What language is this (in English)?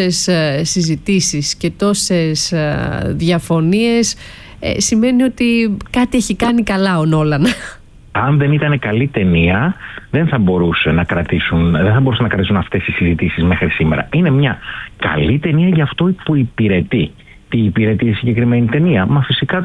Greek